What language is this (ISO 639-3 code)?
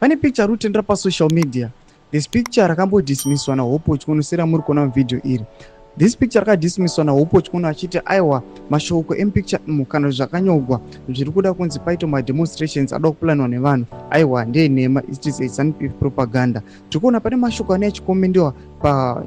sna